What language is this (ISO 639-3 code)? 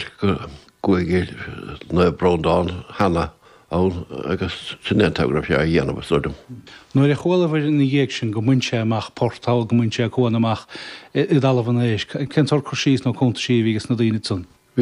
gle